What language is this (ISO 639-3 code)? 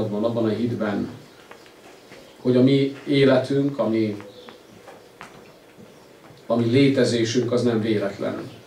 hun